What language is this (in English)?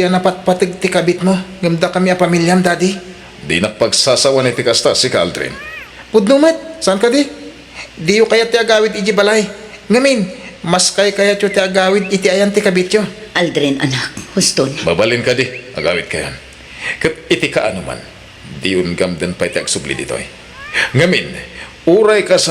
Iloko